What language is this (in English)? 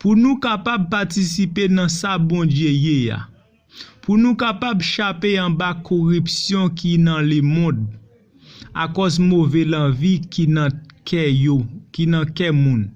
Haitian Creole